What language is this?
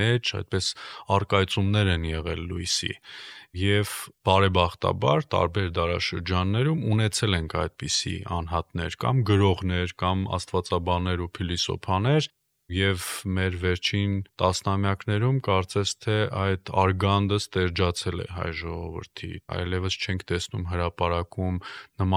Armenian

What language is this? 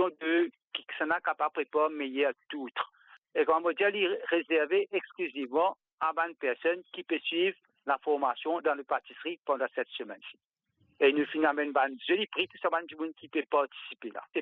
Morisyen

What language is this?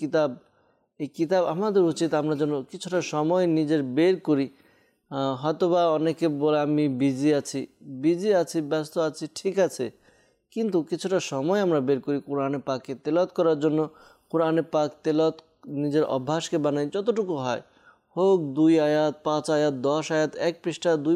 Bangla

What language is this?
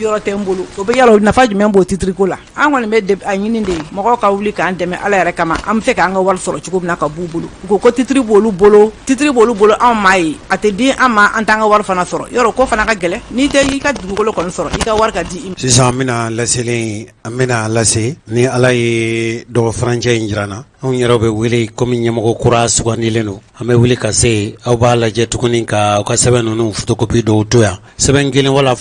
Bambara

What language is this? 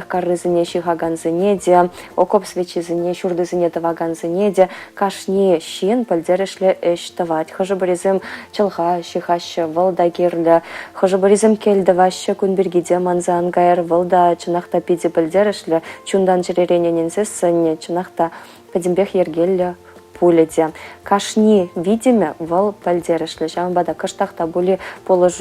Chuvash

